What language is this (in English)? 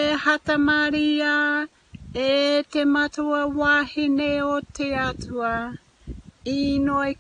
Māori